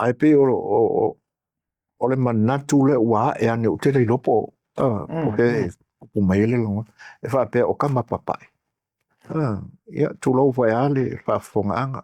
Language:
Samoan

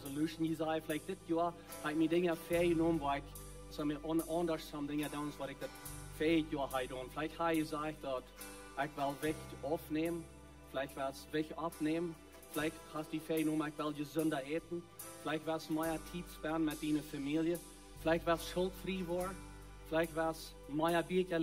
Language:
Plautdietsch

